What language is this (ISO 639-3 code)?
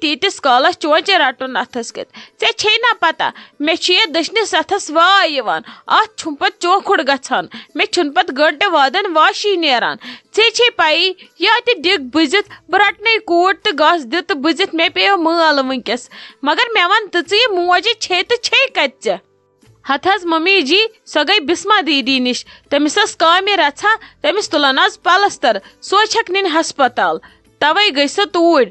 kas